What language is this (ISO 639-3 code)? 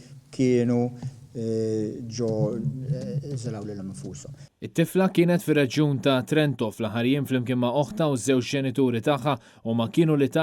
mlt